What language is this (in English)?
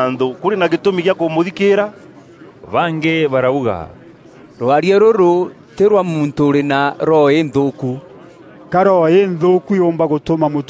Meru